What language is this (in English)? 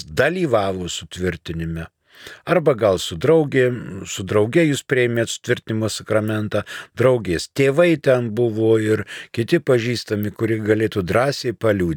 Lithuanian